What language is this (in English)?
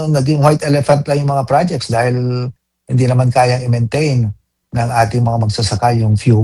Filipino